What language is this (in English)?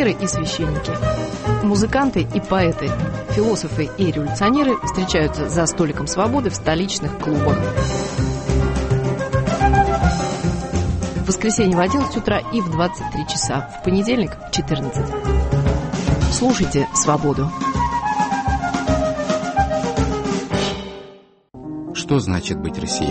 Russian